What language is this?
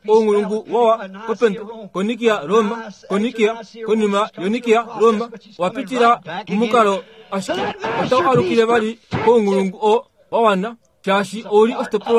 Kuanyama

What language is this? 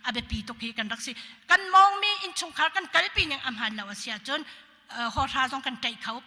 Hakha Chin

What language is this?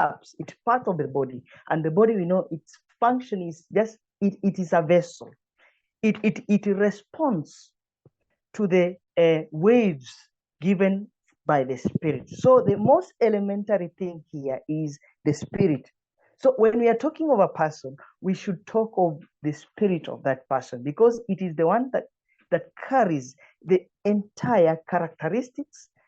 English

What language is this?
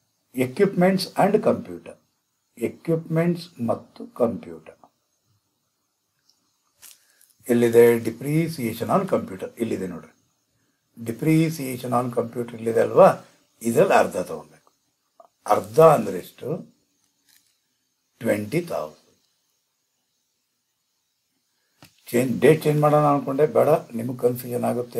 Kannada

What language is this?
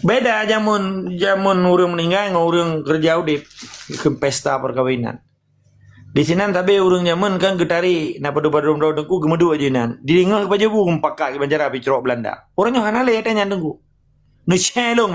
Achinese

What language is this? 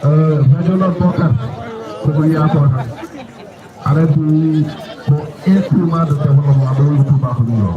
Fula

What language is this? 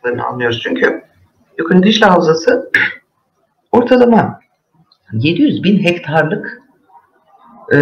Turkish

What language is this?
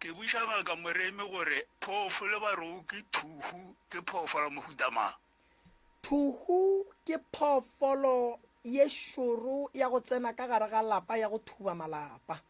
Northern Sotho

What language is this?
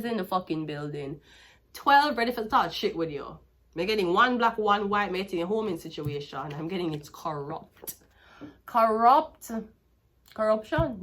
Jamaican Creole English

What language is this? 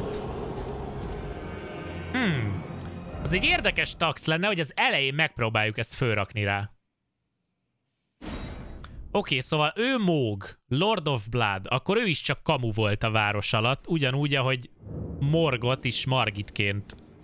Hungarian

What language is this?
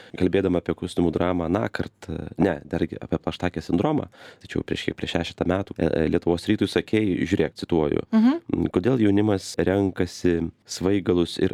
Lithuanian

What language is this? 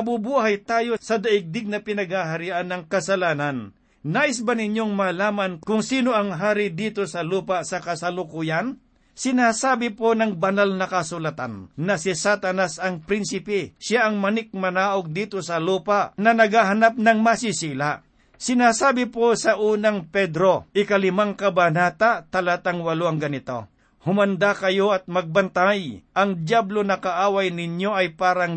Filipino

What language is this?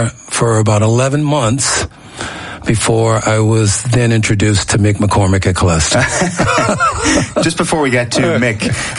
English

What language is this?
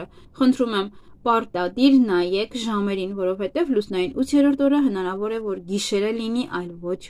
Armenian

